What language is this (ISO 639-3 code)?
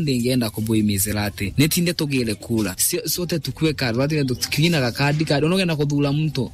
mer